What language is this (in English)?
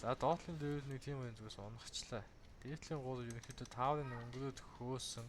Mongolian